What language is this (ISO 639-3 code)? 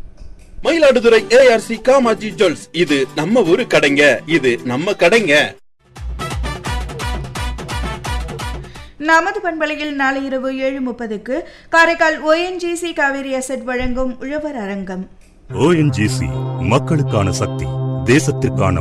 tam